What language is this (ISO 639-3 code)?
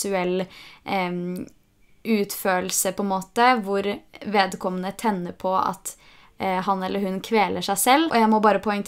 nor